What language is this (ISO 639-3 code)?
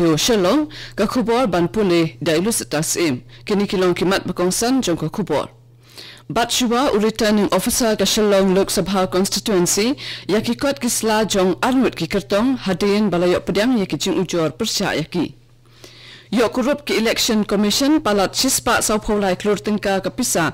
kha